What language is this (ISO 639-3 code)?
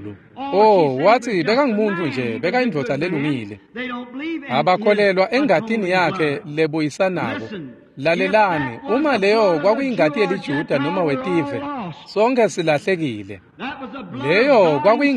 ssw